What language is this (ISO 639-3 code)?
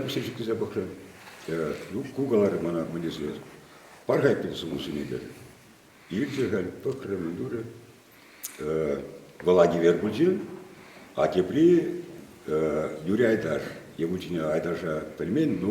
chv